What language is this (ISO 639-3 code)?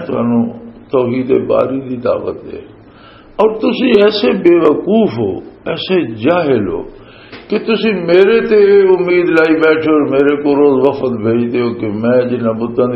lah